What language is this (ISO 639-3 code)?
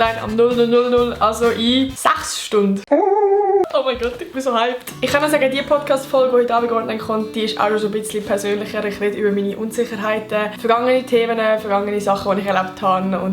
gsw